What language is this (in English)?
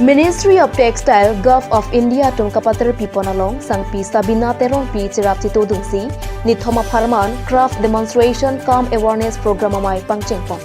Karbi